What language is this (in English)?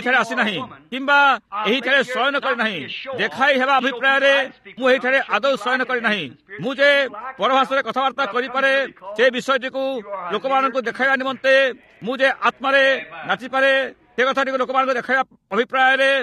Odia